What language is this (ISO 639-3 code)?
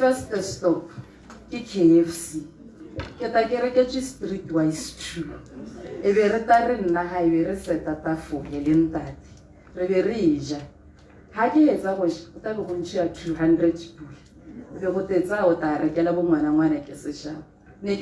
tsn